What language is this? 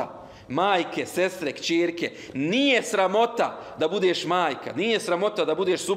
Bosnian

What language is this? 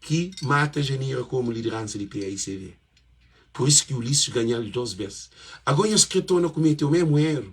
Kabuverdianu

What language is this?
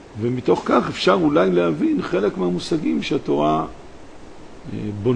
Hebrew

